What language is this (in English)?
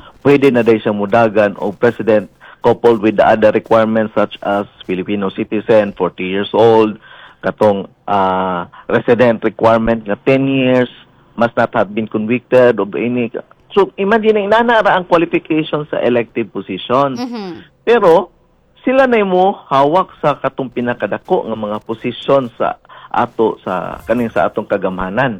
Cebuano